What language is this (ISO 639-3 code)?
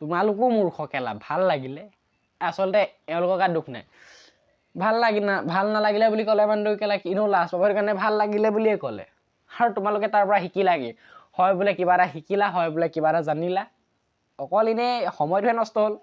asm